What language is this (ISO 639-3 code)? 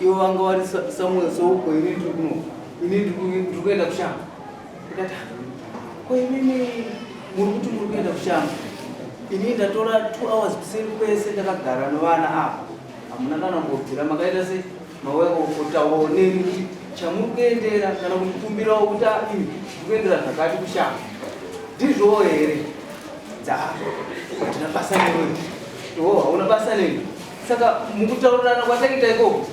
sna